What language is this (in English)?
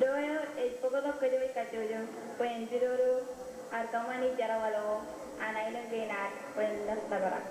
Marshallese